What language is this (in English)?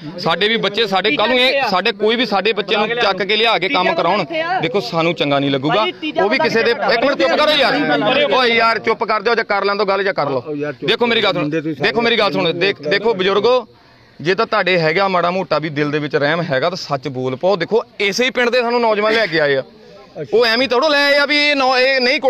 Punjabi